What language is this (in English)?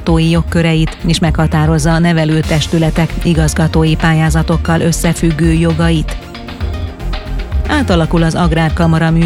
Hungarian